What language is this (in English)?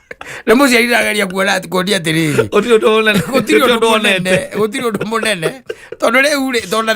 Kikuyu